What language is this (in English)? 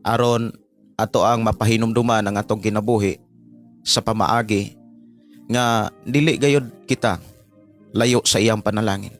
Cebuano